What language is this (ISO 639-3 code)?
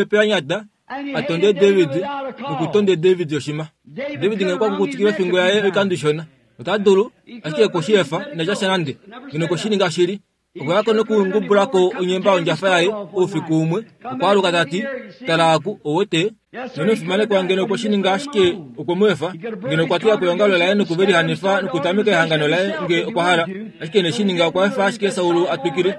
kua